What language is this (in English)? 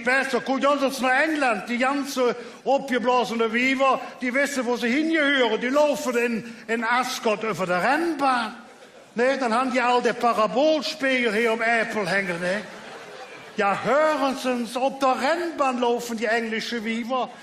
Colognian